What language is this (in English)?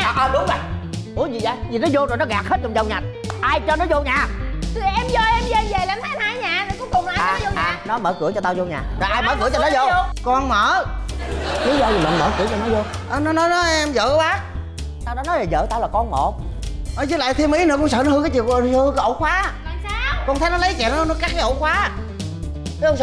Vietnamese